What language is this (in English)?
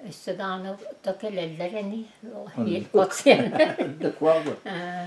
Yakut